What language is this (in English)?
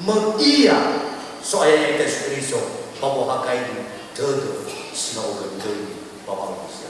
Nias